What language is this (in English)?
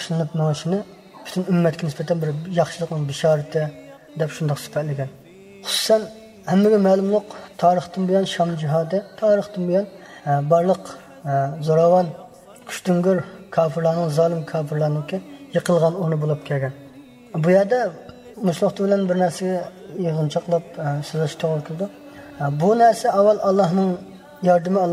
Uyghur